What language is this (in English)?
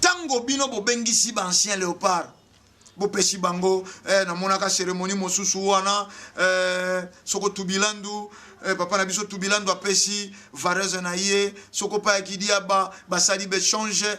Lingala